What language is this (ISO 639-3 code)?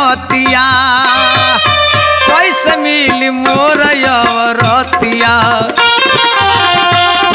bho